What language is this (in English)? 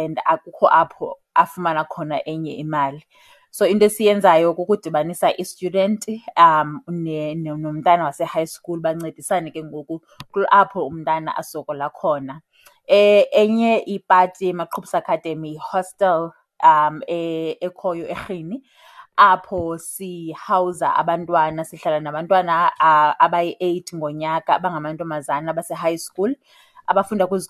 Xhosa